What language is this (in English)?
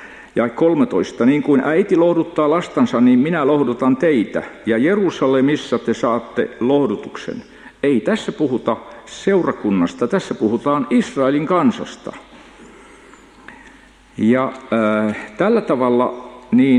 Finnish